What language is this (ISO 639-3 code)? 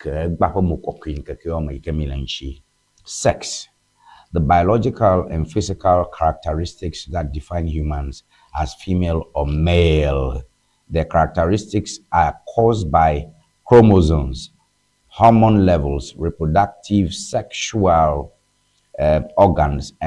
ewe